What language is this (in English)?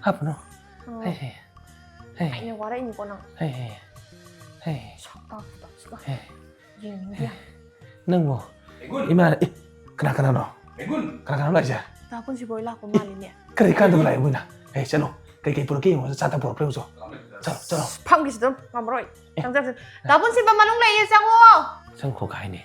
Manipuri